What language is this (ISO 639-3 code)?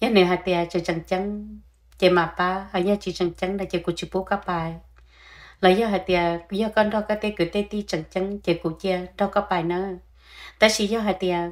hmn